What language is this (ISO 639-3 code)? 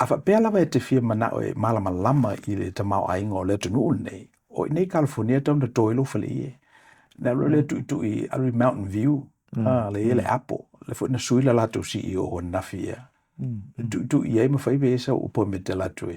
smo